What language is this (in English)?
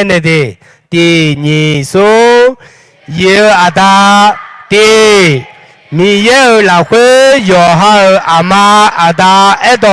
Akha